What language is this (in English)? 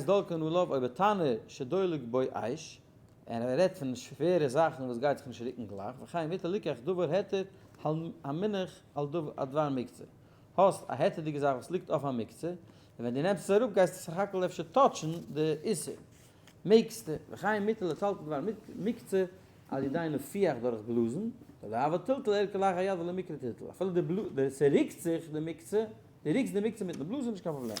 Yiddish